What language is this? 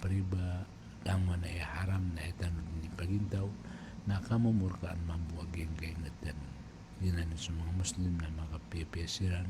Maranao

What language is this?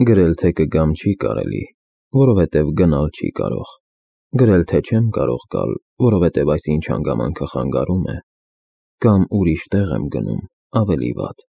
Armenian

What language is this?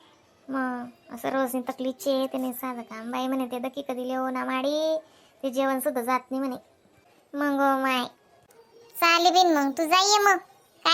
Khandesi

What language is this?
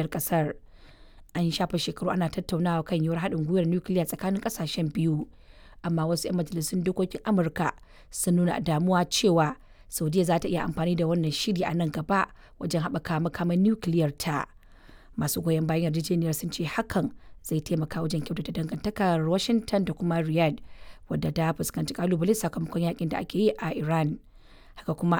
Hausa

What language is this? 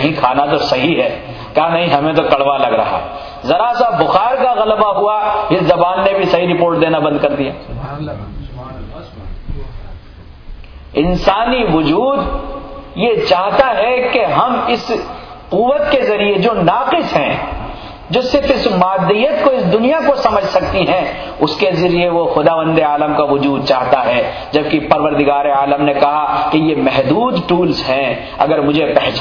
Urdu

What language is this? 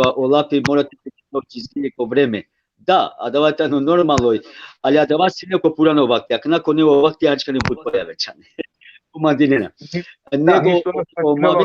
Balkan Romani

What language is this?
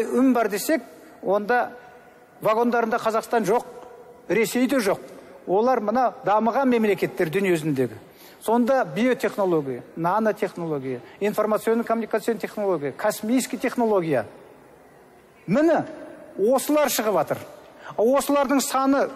Kazakh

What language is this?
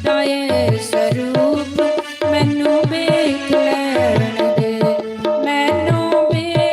Dogri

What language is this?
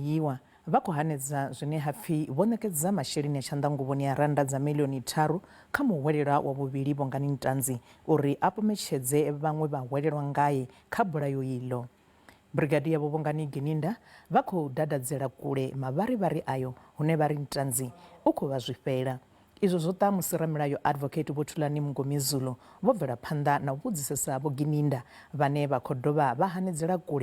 Venda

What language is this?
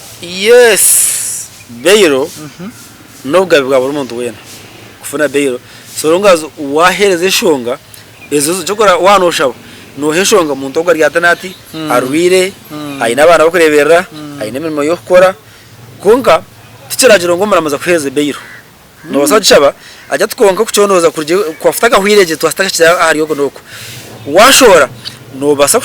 Nyankole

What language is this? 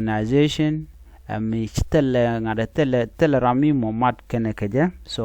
Nuer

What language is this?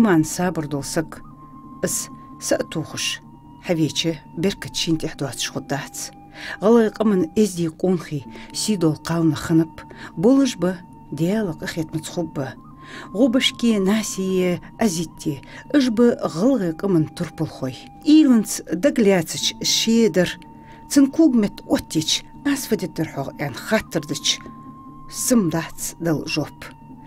Ingush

